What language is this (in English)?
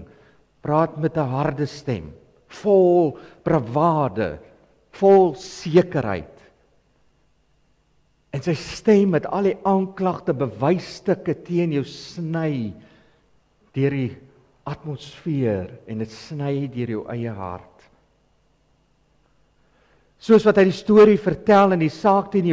Afrikaans